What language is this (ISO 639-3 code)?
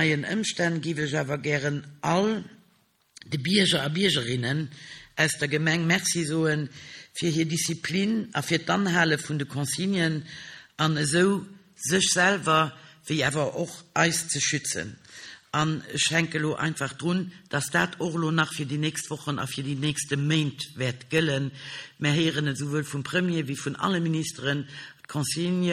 ltz